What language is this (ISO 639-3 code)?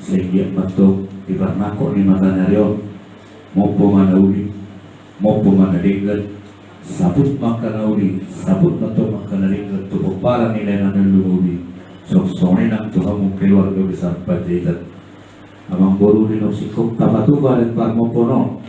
bbc